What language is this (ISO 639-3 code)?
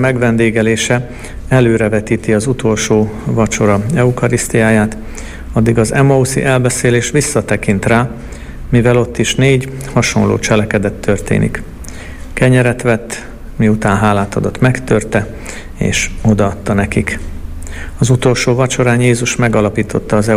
hun